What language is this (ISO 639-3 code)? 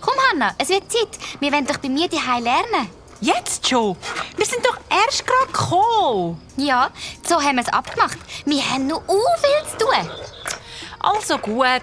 gsw